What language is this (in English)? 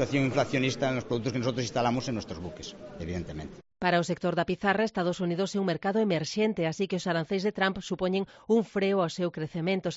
Galician